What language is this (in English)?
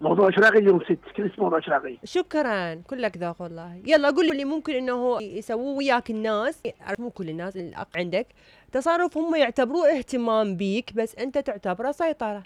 Mesopotamian Arabic